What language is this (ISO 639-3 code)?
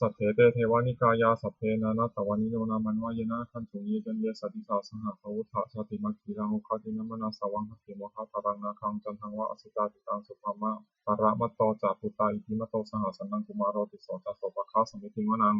pli